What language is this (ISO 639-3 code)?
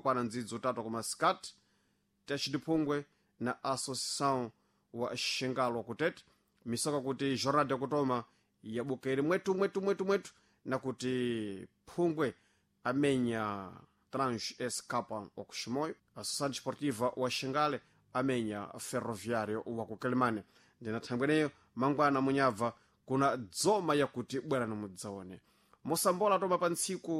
seh